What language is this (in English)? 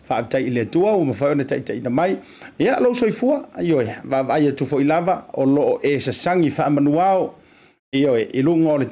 Samoan